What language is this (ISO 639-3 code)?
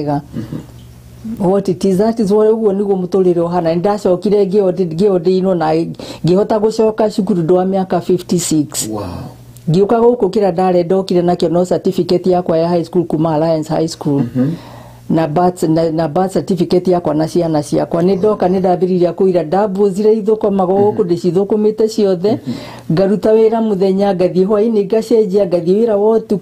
kik